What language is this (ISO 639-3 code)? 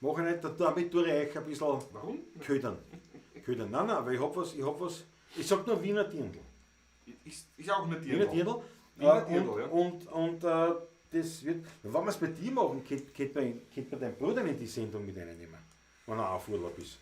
bar